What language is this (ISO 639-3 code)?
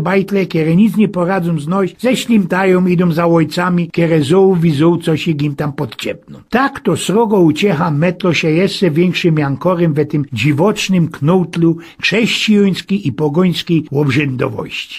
szl